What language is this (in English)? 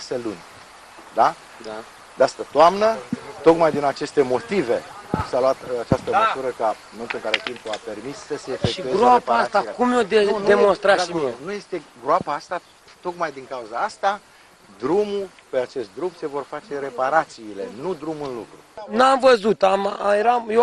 Romanian